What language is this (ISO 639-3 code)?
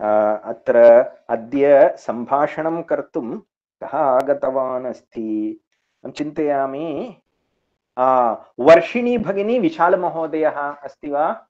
san